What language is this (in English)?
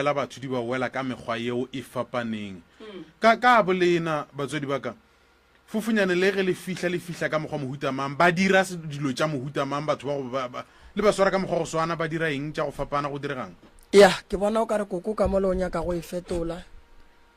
Northern Sotho